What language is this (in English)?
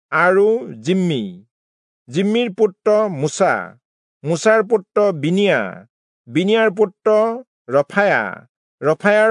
Assamese